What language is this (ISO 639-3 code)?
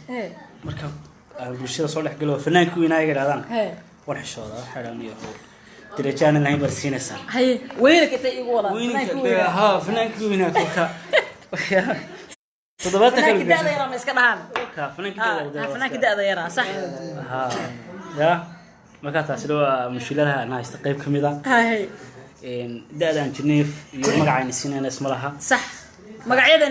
som